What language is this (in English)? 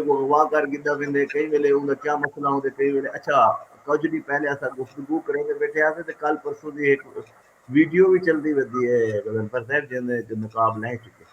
Saraiki